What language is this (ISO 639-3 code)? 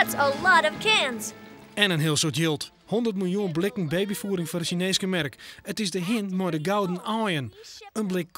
fry